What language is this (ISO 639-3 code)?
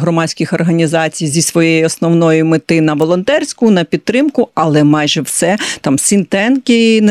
ukr